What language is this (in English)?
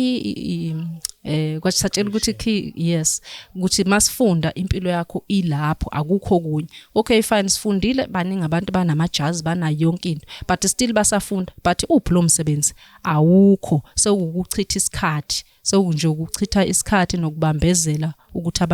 Zulu